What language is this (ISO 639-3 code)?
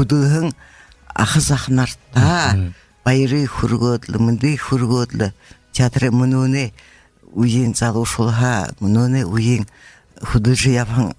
bua